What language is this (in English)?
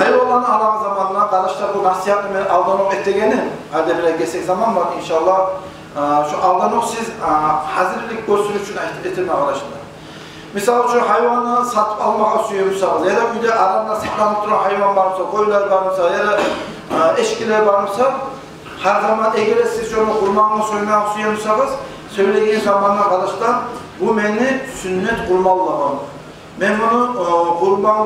Kumyk